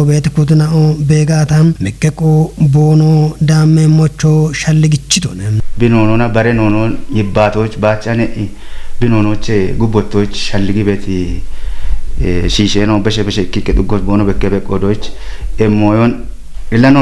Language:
Kafa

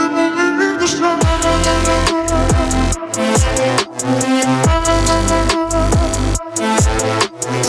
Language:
Ukrainian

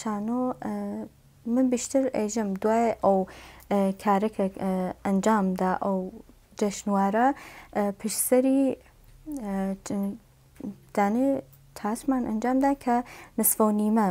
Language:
Central Kurdish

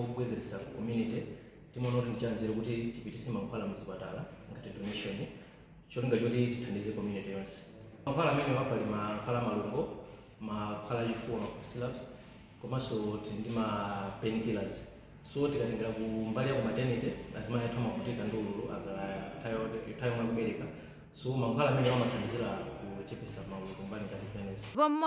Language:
Nyanja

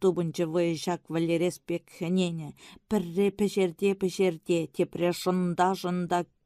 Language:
Chuvash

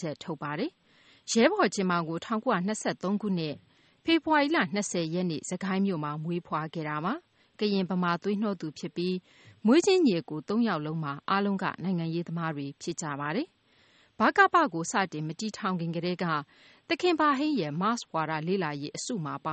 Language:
Burmese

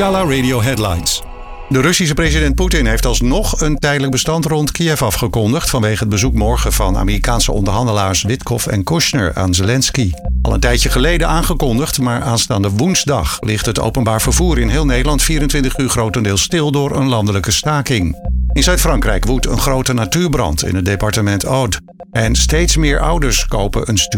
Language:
Dutch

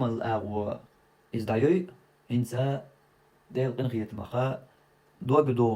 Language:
Chechen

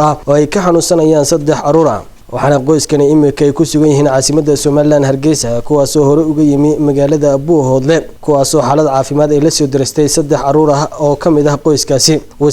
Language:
Somali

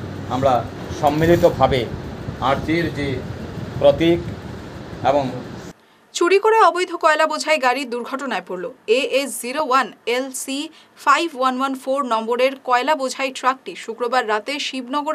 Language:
Bangla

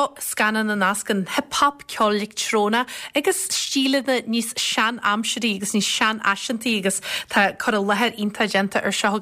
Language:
Irish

